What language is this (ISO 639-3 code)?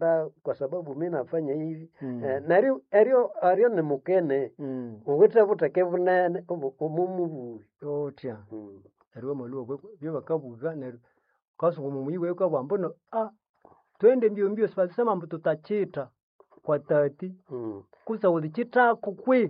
nnb